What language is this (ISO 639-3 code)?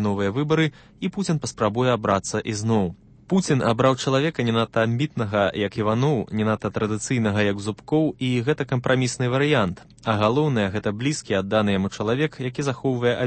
bel